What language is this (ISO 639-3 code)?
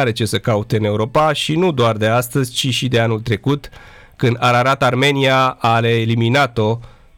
ron